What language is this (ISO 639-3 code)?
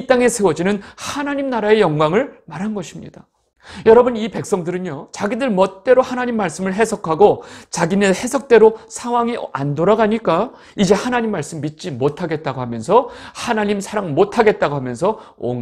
kor